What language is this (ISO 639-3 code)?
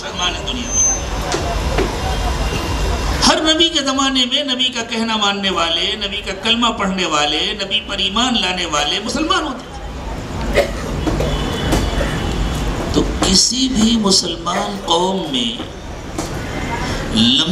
urd